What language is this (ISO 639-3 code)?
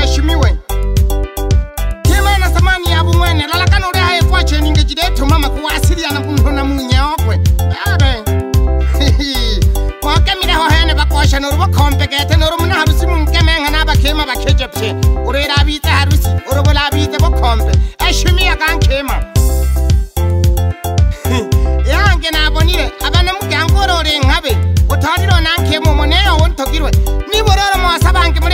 swa